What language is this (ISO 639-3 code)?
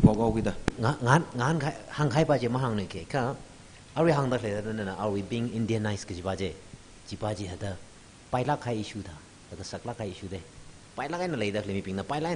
nmf